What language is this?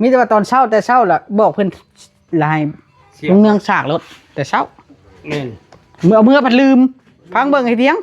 Northeastern Thai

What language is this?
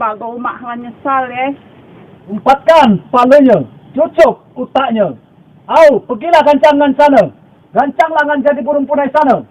Musi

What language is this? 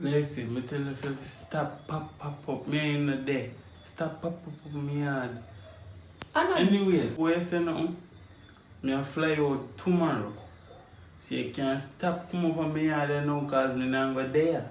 Jamaican Creole English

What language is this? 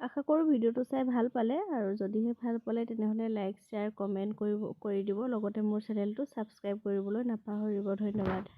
Assamese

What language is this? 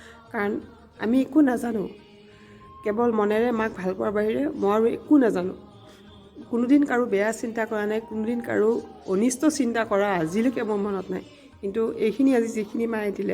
Assamese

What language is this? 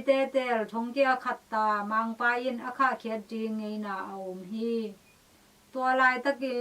Tedim Chin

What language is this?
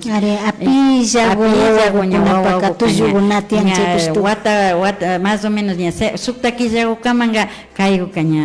Imbabura Highland Quichua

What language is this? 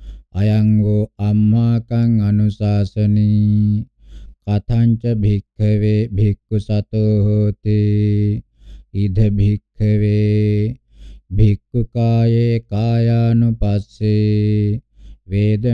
Pali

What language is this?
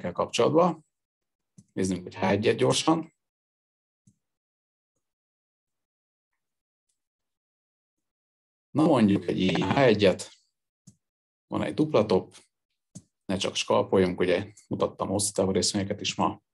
Hungarian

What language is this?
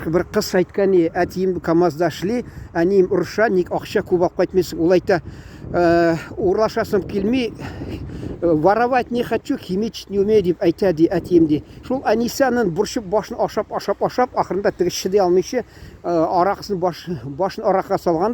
Tatar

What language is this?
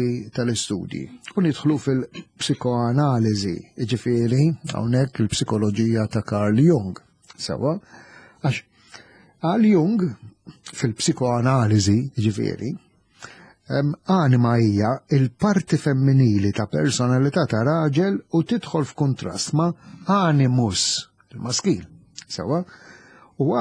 Maltese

